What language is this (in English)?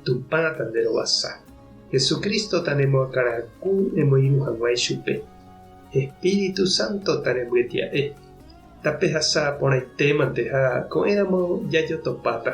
Guarani